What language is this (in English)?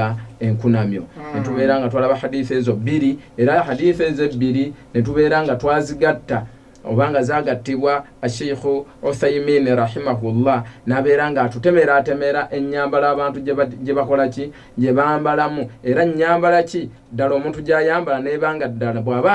Ganda